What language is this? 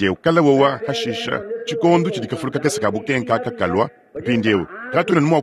Luba-Lulua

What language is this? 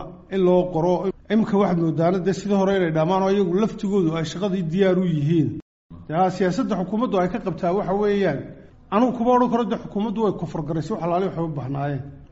Somali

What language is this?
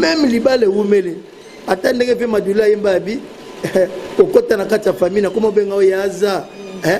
Lingala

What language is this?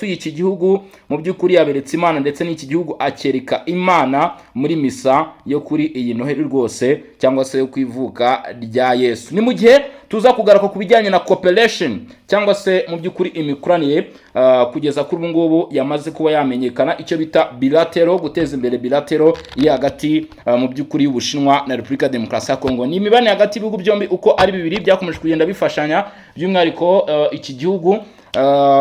Kinyarwanda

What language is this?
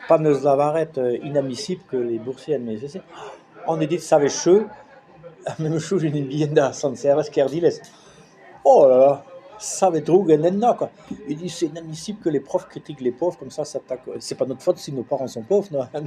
Breton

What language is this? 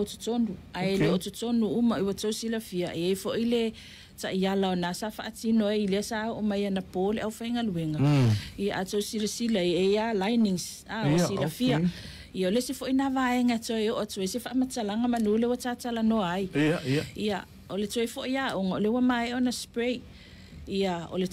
Samoan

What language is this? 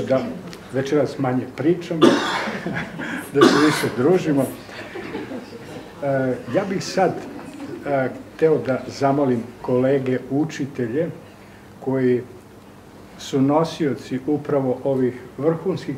Serbian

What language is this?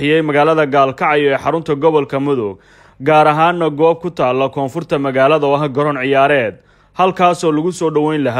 Somali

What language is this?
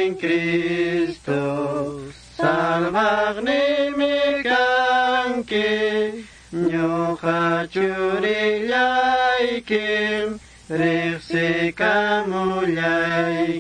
Quechua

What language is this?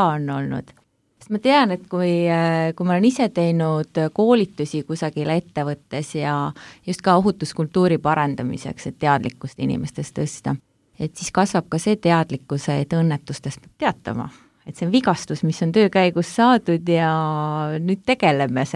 Estonian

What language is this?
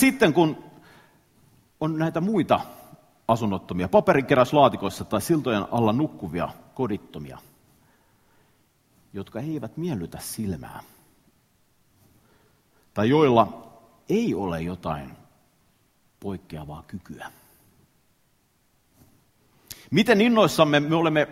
Finnish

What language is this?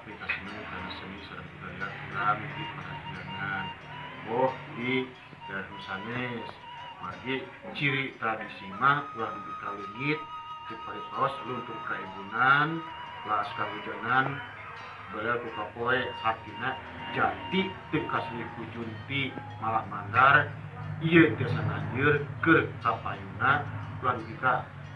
Sundanese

